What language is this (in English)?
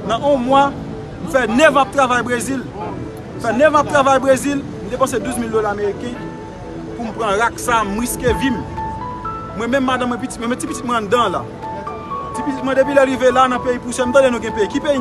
Haitian Creole